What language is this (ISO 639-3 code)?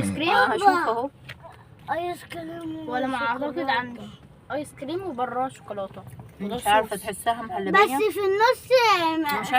arz